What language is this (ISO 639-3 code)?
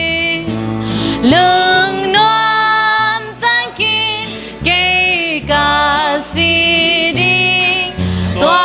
ctd